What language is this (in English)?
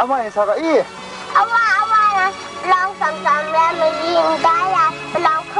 Kachin